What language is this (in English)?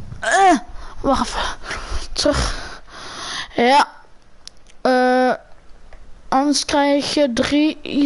Dutch